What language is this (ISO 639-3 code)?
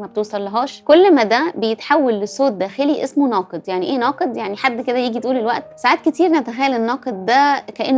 arz